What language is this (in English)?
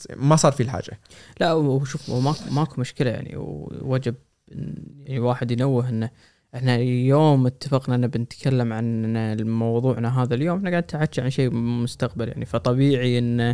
Gulf Arabic